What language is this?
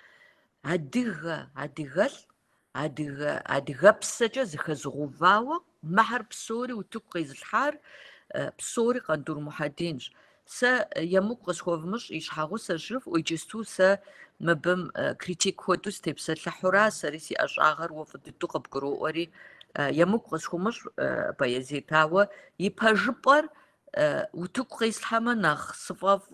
Kabardian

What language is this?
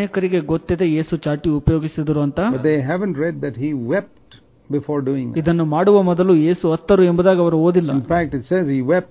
Kannada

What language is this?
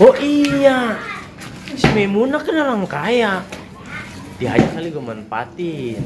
Betawi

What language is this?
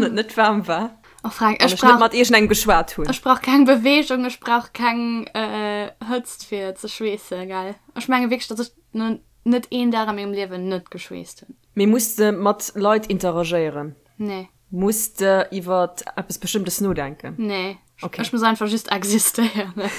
Luxembourgish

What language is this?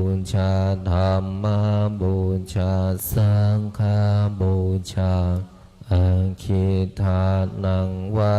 Pali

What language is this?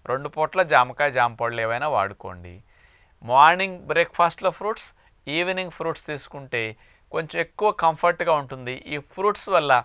Telugu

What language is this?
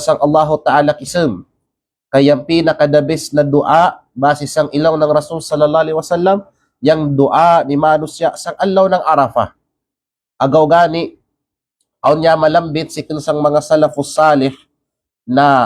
Kalagan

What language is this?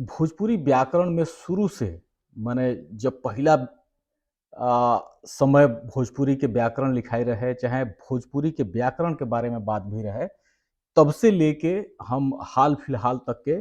Bhojpuri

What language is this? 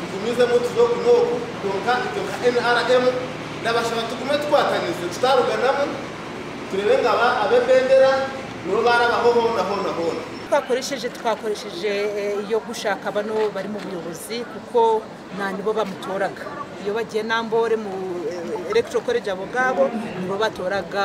Nyankole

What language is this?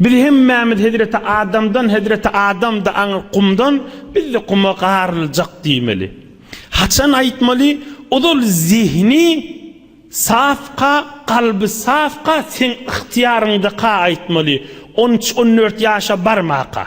Turkmen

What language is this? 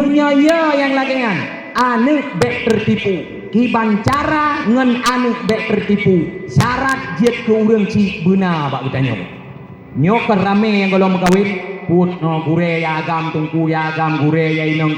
Achinese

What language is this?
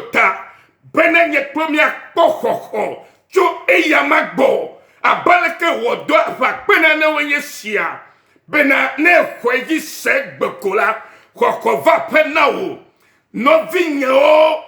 Ewe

